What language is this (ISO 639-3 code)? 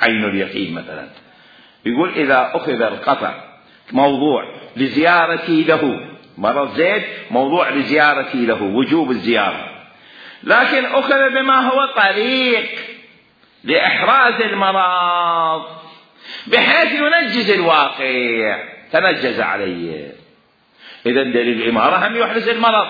acm